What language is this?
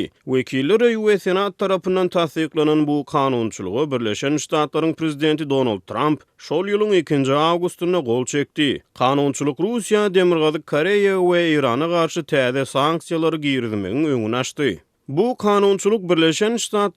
Turkmen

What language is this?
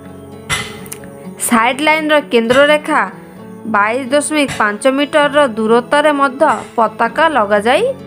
Odia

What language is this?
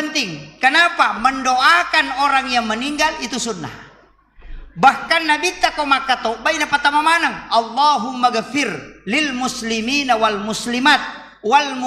Buginese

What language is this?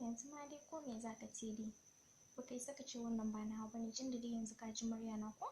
Hausa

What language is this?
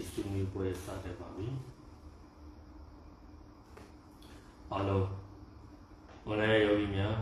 Burmese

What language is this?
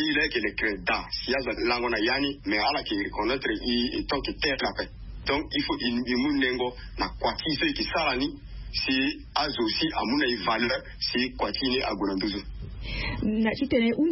Sango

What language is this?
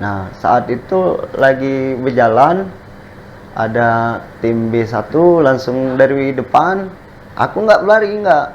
Musi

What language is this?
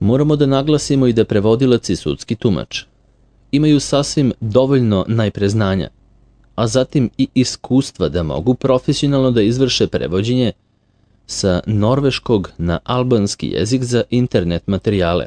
Serbian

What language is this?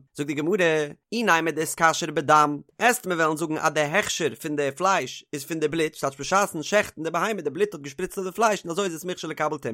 Yiddish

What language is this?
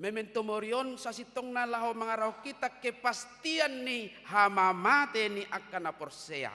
Batak Toba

